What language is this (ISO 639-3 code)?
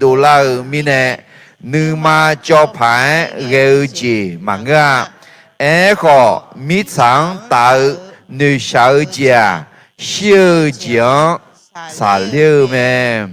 ahk